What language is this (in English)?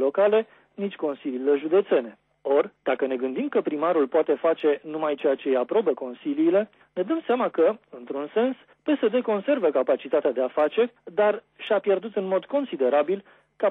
Romanian